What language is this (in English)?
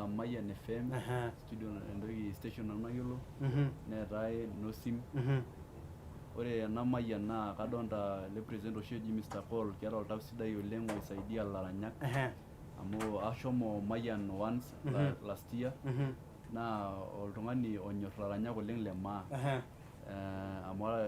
Masai